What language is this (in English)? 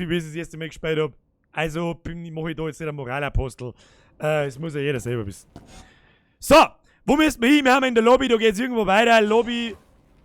Bavarian